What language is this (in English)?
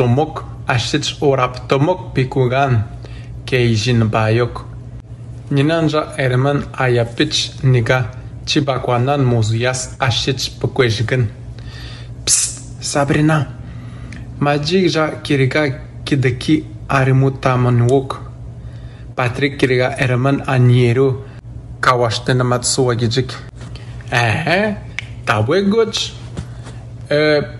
Atikamekw